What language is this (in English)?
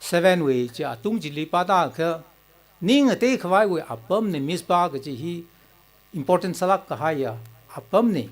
Tangkhul Naga (India)